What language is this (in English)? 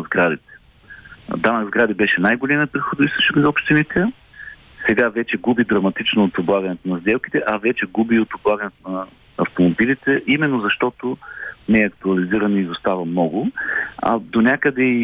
Bulgarian